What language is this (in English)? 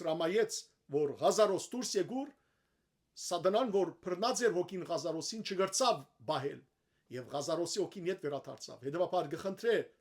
Western Armenian